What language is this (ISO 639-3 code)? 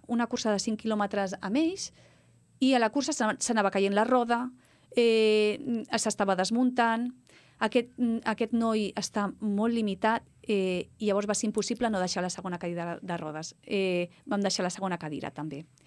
cat